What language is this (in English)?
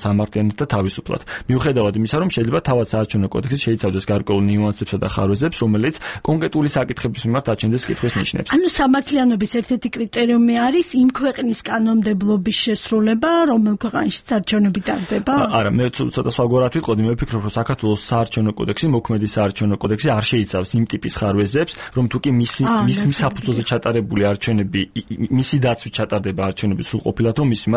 Georgian